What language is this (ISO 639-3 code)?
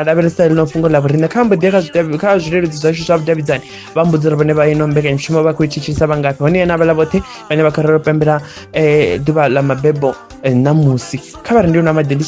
ven